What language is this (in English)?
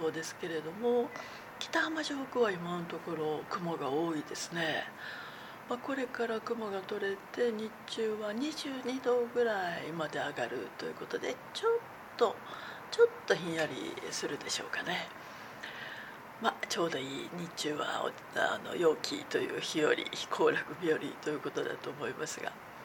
Japanese